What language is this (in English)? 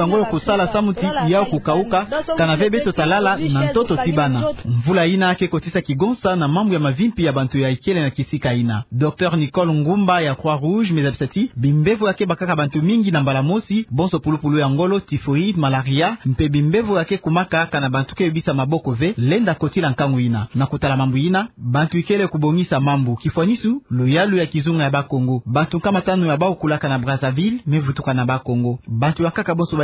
Kituba (Democratic Republic of Congo)